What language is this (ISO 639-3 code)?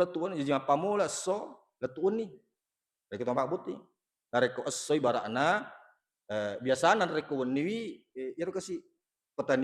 bug